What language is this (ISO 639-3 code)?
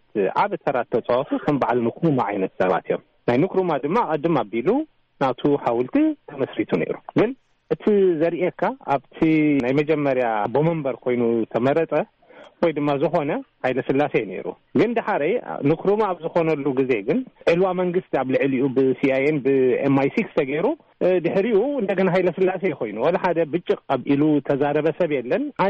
tir